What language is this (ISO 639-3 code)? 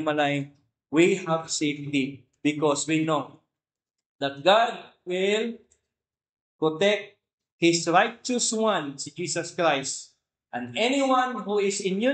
ceb